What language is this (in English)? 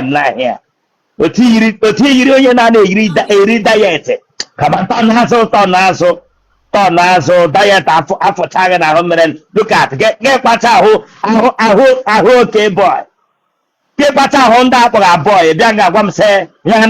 Igbo